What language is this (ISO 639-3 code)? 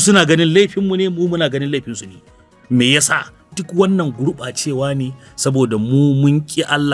hau